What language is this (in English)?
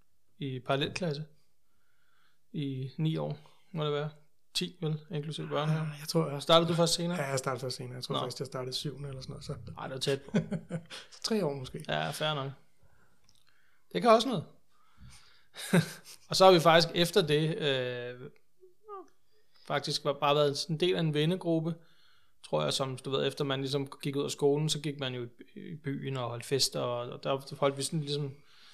Danish